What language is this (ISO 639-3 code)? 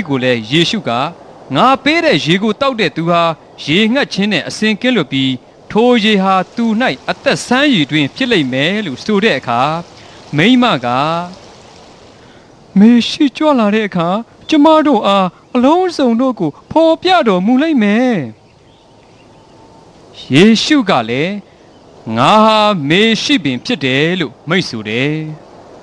mya